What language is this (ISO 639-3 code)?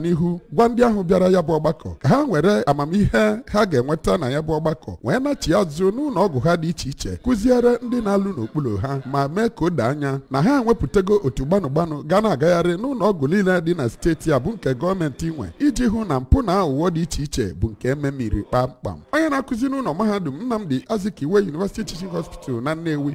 ibo